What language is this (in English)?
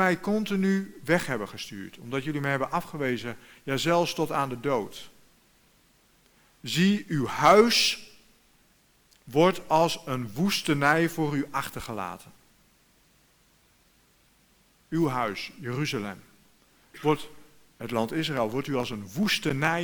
Dutch